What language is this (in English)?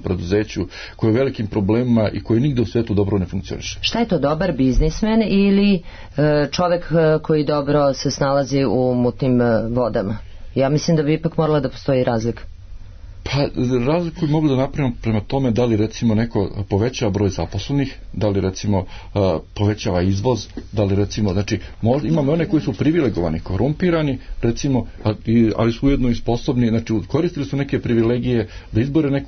Serbian